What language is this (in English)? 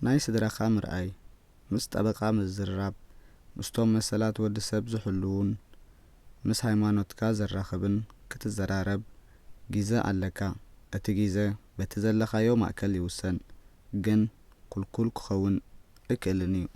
Tigrinya